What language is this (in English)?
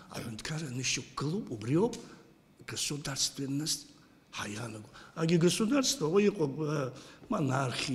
Abkhazian